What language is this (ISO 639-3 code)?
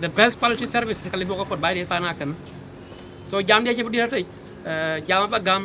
din